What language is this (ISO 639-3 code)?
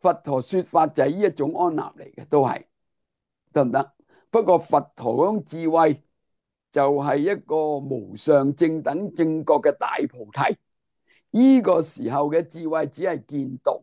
yue